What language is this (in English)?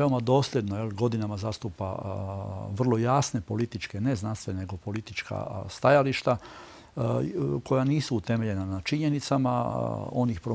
Croatian